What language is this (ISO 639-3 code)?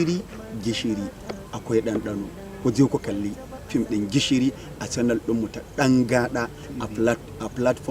hau